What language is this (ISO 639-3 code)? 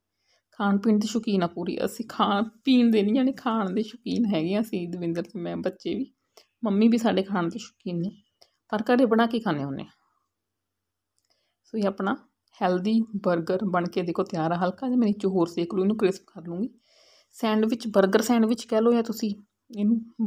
pan